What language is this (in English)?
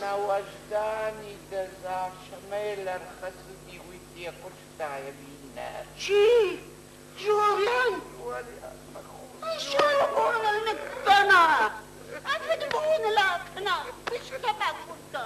Ossetic